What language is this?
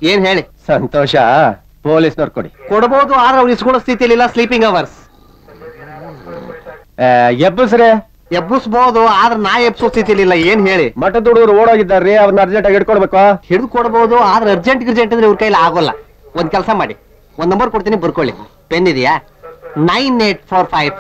Kannada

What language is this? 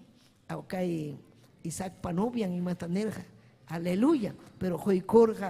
Ayacucho Quechua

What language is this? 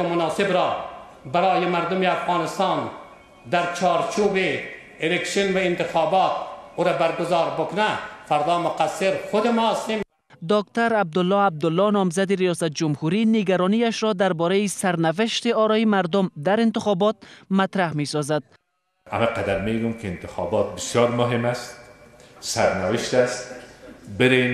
Persian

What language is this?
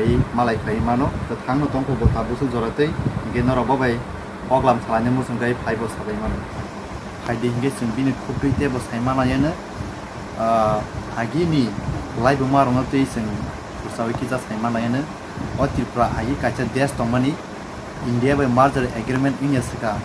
Kok Borok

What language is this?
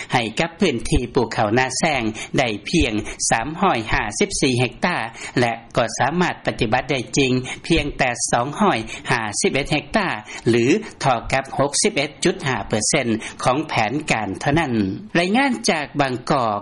Lao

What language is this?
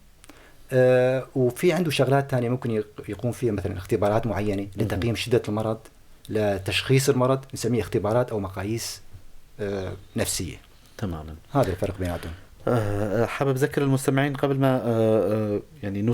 North Levantine Arabic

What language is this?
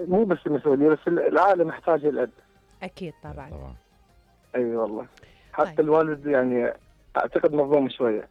Mesopotamian Arabic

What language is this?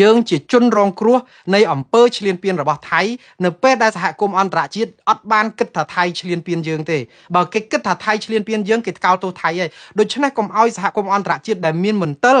Khmer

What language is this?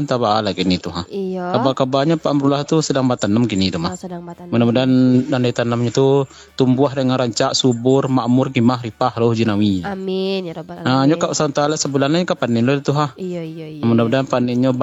Minangkabau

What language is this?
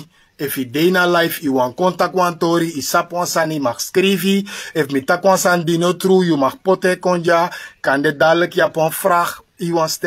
Sranan Tongo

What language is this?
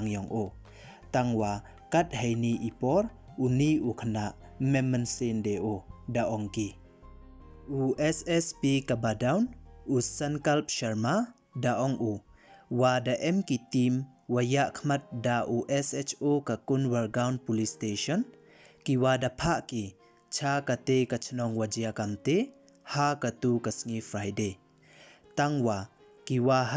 Pnar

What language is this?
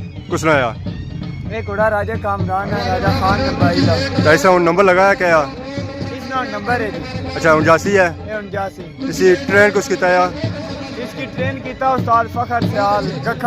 Pahari-Potwari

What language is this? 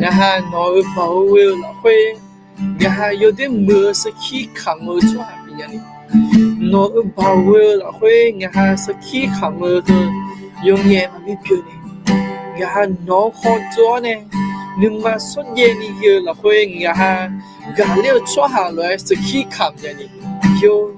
Akha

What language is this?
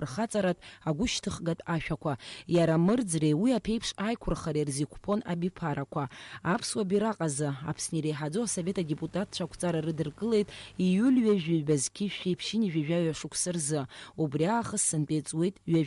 Abkhazian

